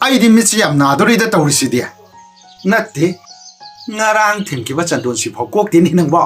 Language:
Manipuri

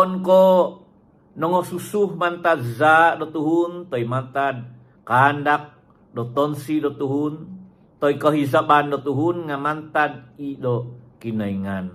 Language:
Central Dusun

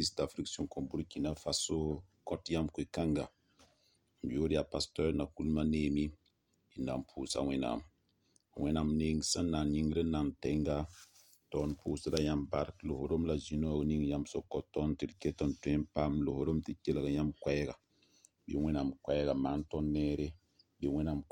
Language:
Mossi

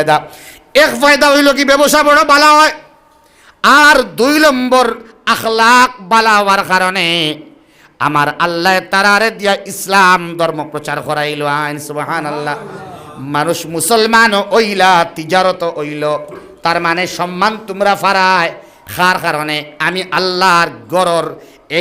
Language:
Sylheti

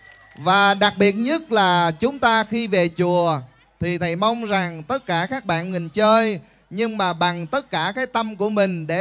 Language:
Vietnamese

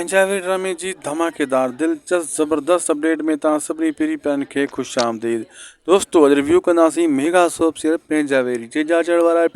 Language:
Sindhi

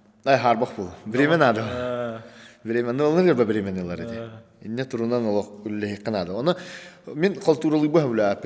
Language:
Yakut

